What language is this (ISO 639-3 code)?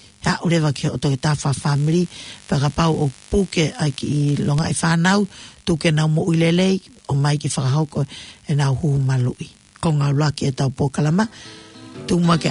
ton